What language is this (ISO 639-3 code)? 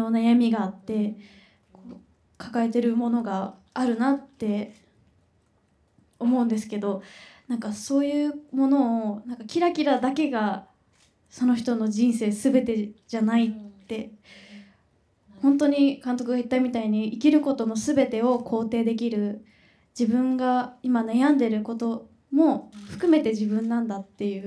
jpn